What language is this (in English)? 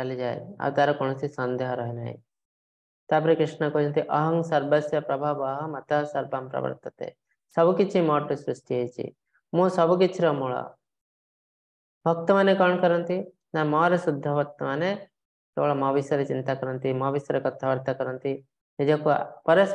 Odia